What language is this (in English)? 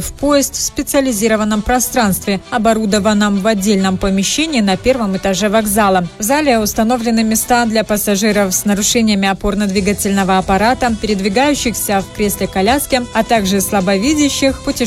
Russian